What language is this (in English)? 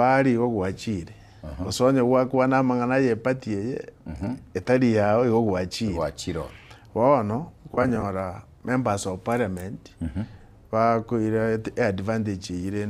Gusii